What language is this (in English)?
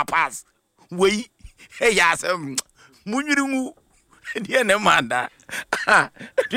Akan